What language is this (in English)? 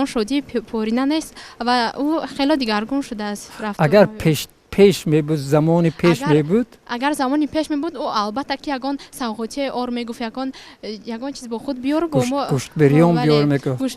Tajik